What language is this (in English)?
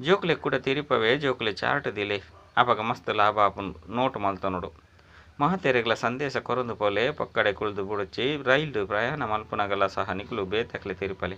Tulu